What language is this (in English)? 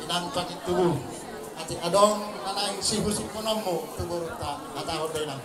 Batak Toba